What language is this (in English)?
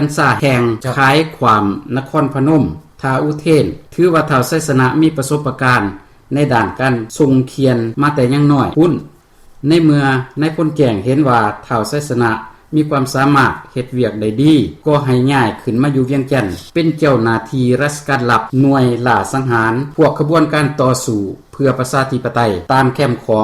Lao